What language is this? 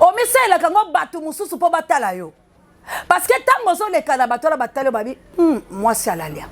Lingala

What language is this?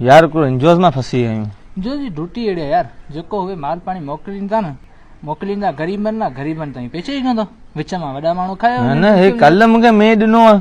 Sindhi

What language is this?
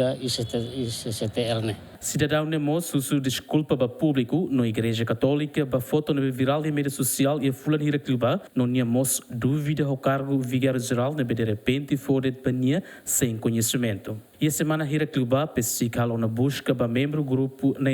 Tetum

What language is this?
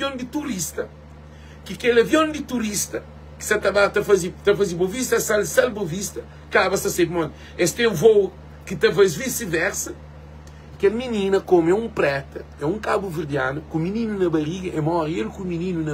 Kabuverdianu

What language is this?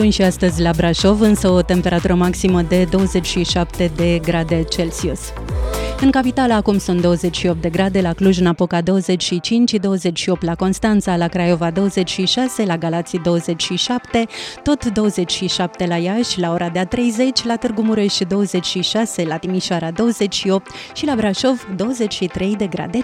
Romanian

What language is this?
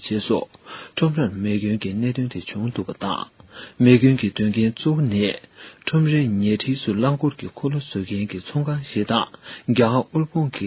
Tibetan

